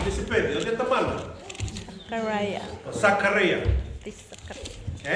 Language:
Fijian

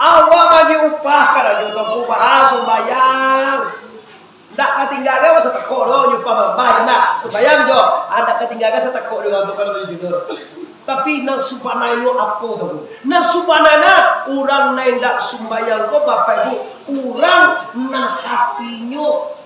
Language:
Minangkabau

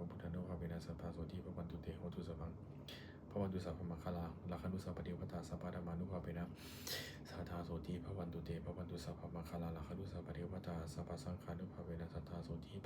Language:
Pali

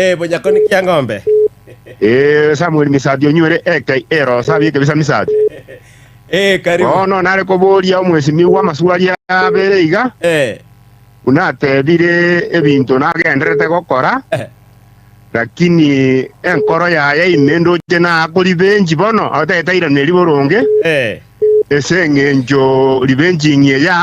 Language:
Gusii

